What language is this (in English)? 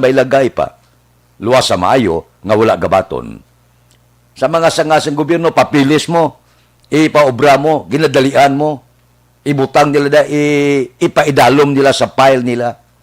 Hiligaynon